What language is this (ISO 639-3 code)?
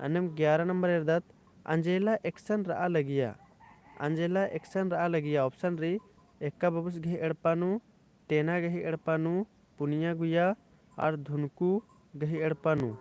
kru